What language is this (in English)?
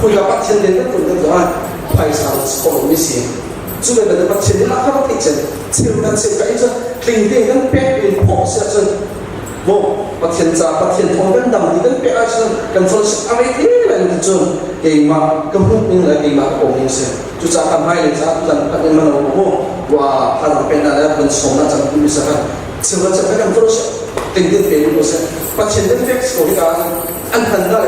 Hakha Chin